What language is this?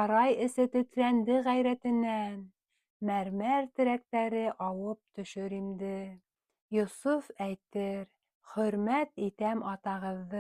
Bashkir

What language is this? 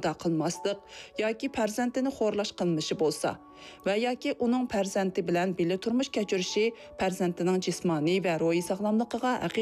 Uyghur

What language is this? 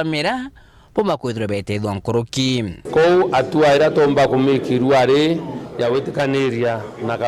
Meru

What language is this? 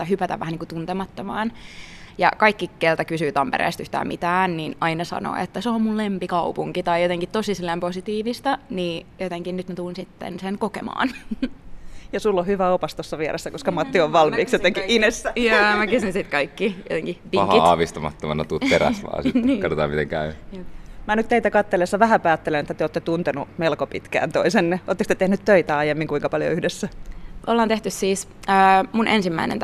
Finnish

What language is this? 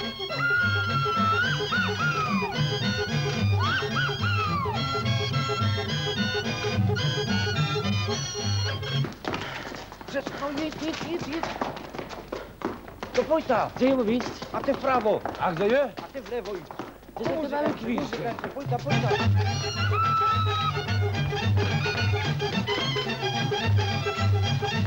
Polish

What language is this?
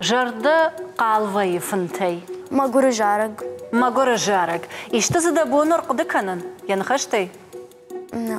Ossetic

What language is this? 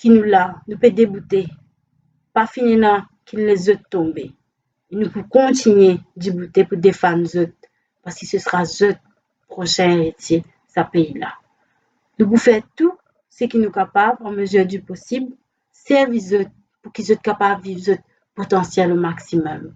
Morisyen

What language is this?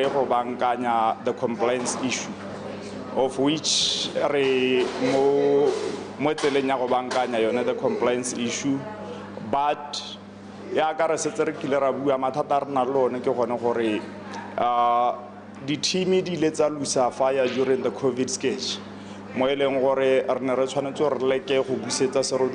Tswana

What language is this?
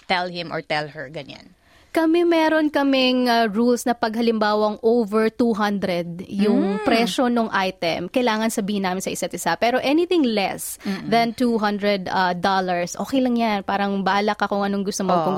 Filipino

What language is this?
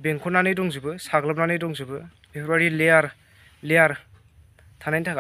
Bodo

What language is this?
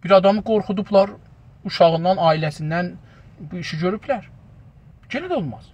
South Azerbaijani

